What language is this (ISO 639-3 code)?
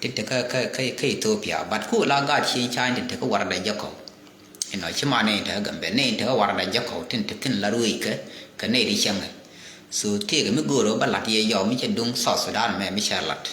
nus